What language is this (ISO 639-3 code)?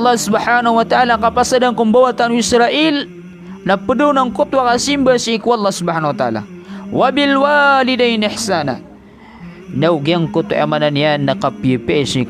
mrw